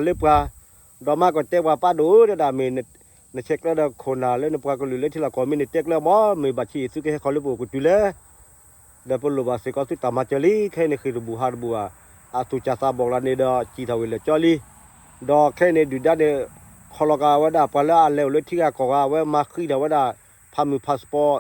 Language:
S'gaw Karen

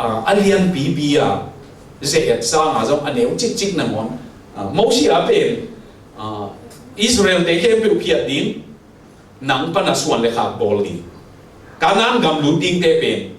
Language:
Tedim Chin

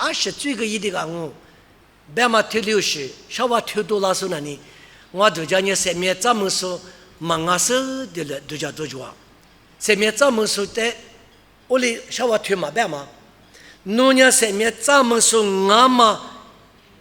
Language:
Lisu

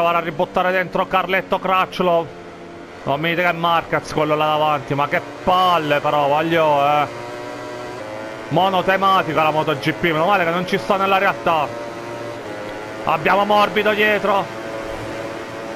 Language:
Italian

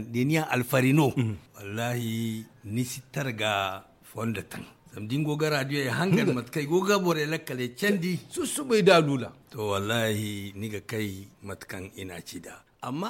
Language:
Zarma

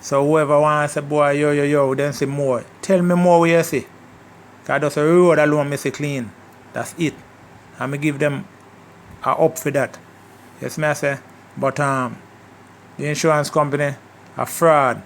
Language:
Jamaican Creole English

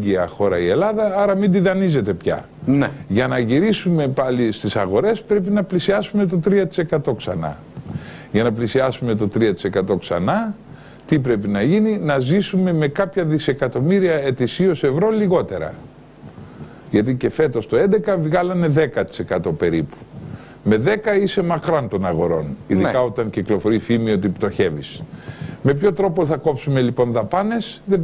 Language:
Greek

